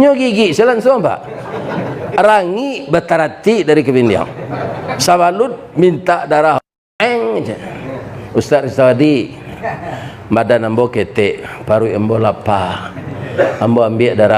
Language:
Minangkabau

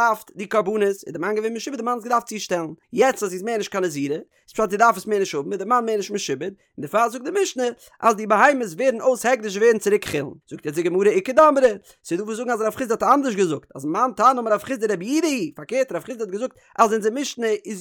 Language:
Yiddish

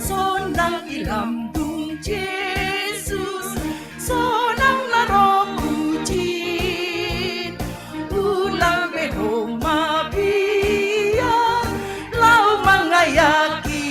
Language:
Batak Simalungun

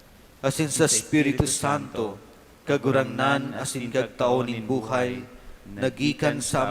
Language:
Bikol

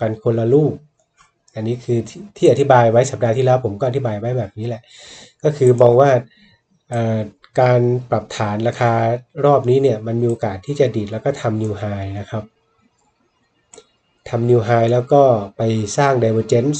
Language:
Thai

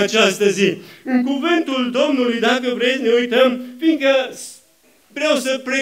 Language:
Romanian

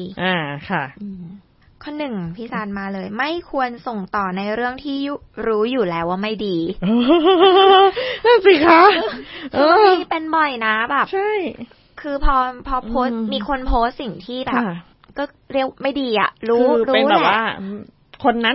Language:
Thai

